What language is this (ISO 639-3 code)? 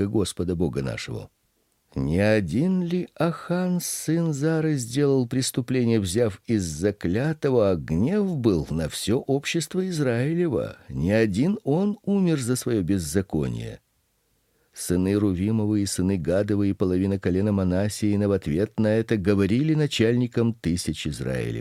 rus